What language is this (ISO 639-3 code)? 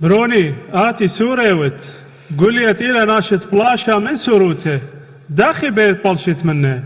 aii